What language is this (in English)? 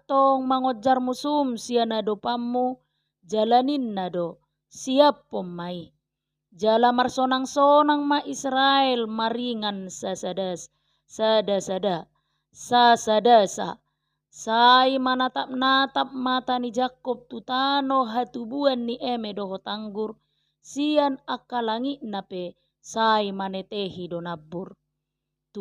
Batak Toba